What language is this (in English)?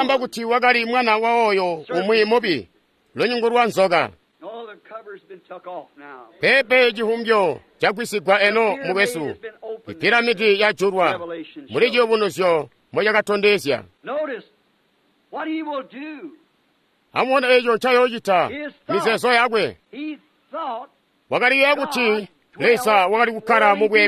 Tonga (Zambia)